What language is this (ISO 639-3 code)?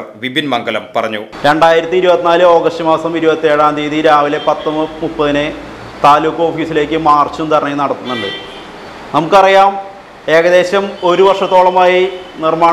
mal